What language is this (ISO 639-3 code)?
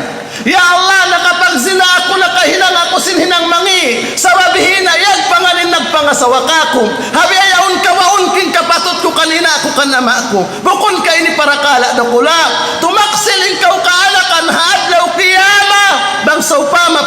tsg